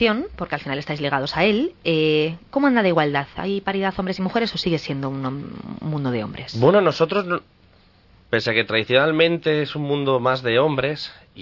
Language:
Spanish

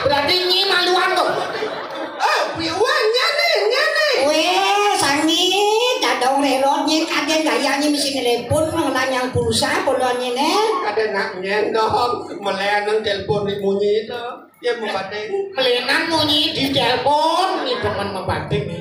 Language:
Balinese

